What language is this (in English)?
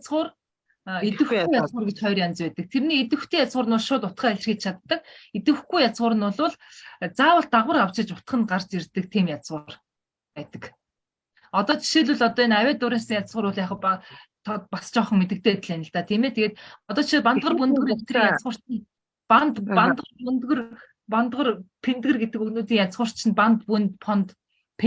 Mongolian